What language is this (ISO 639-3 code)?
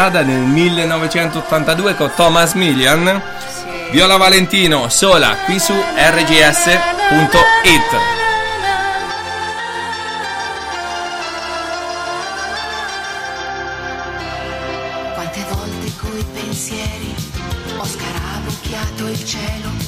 ita